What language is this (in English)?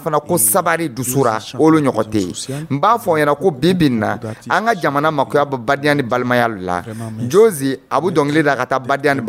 Dyula